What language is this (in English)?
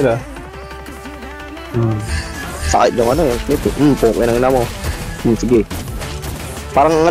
Filipino